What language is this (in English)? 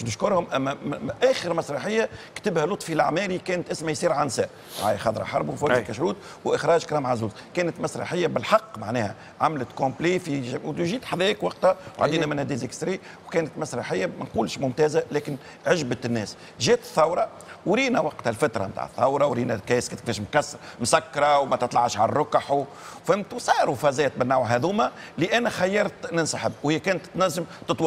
Tunisian Arabic